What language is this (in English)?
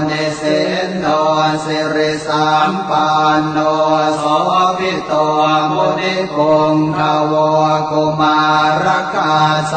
Pali